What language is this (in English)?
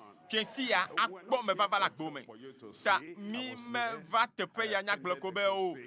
Ewe